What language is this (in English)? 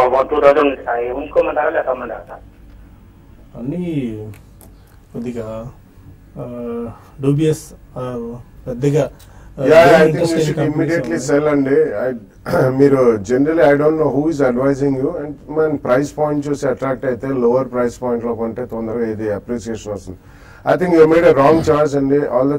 Telugu